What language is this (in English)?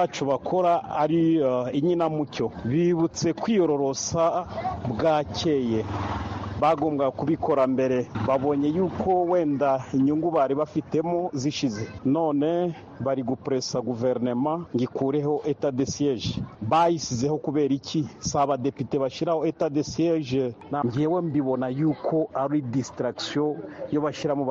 Kinyarwanda